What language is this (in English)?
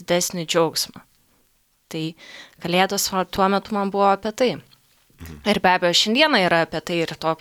Lithuanian